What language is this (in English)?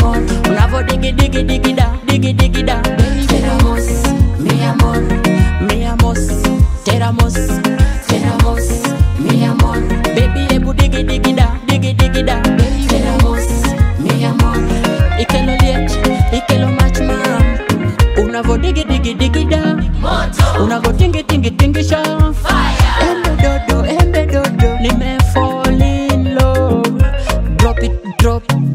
Swahili